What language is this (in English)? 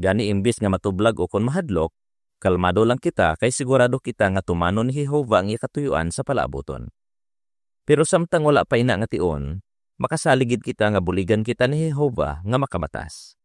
Hiligaynon